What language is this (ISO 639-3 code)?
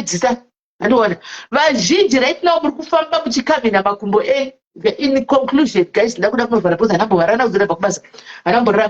sna